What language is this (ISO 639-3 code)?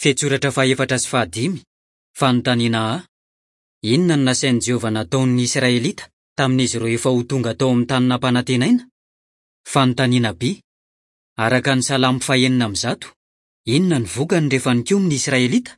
mlg